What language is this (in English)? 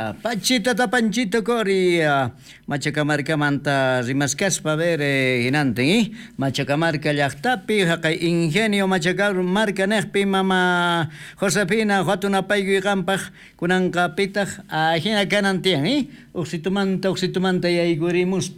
South Bolivian Quechua